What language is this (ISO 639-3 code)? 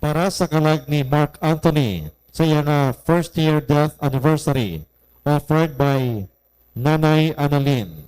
hil